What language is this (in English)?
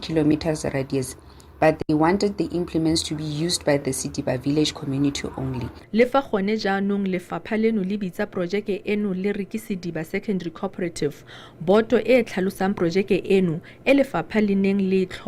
Tswana